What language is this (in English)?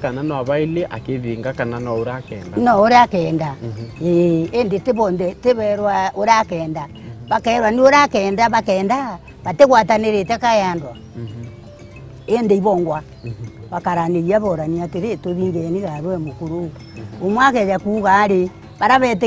Meru